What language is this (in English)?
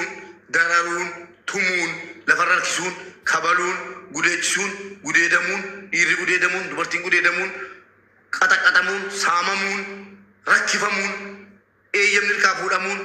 Oromo